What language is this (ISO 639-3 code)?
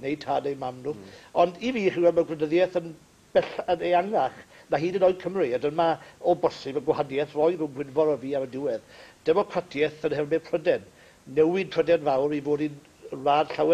cym